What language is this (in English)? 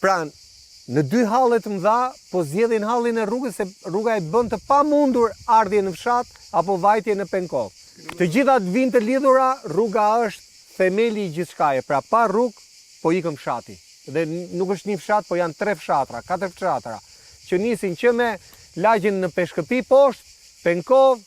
Albanian